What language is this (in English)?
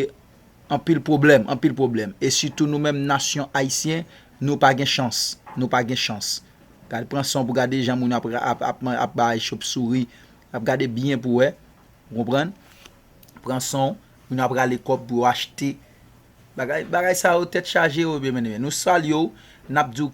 Haitian Creole